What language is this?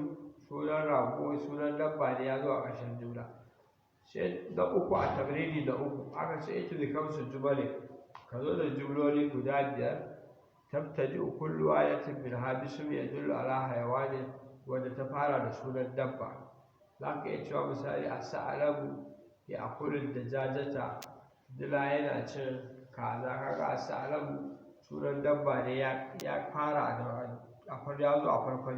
Hausa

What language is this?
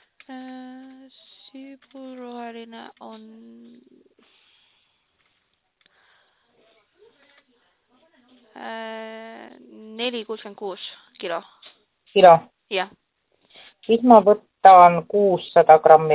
Estonian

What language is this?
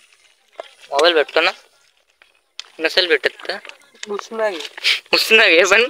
Marathi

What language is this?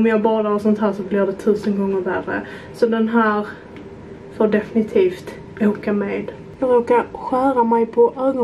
Swedish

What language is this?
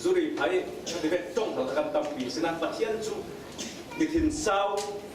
Falam Chin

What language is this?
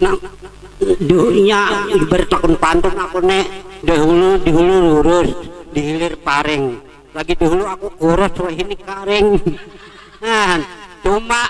Banjar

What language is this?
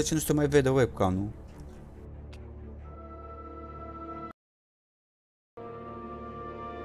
Romanian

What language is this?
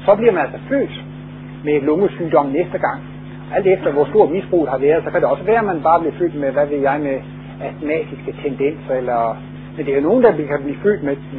Danish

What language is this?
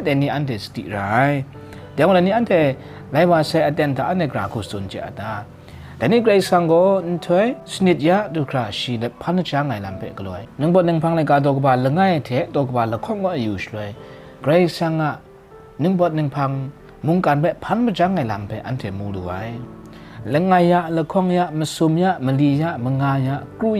Kachin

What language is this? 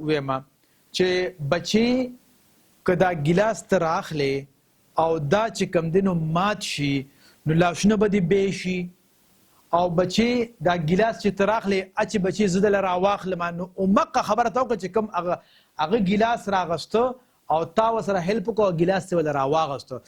Pashto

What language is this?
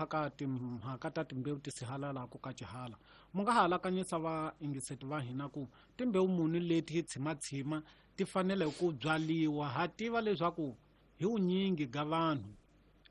Tsonga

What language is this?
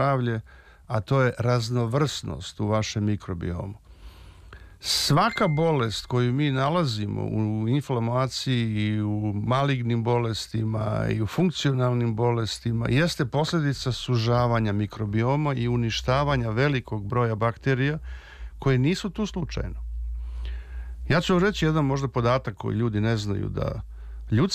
Serbian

